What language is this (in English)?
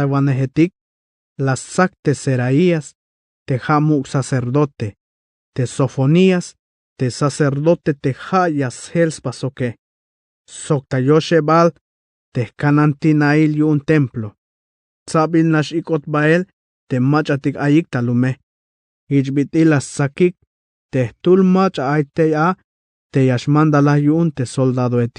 Tzeltal